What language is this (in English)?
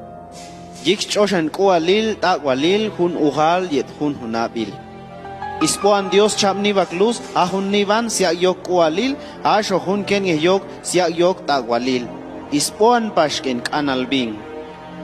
Chuj